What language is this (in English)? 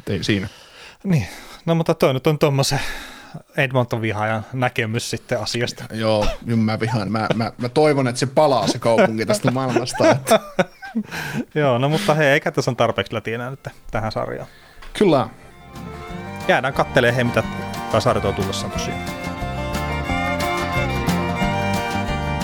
Finnish